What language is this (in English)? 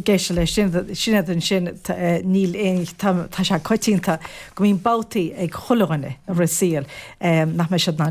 Irish